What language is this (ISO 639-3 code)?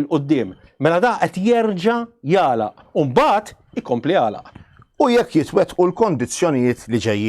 mlt